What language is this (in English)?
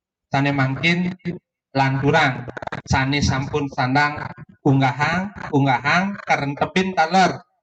Balinese